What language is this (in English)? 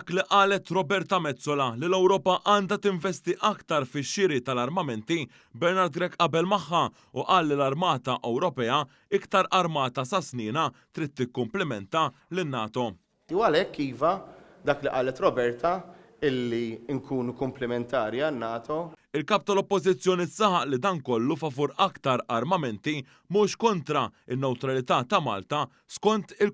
Maltese